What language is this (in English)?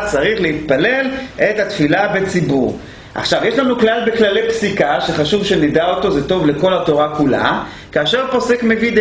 Hebrew